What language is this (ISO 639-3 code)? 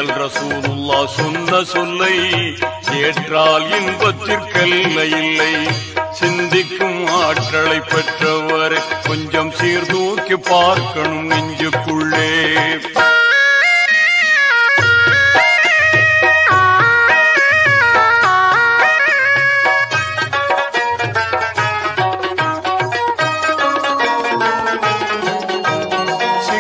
tam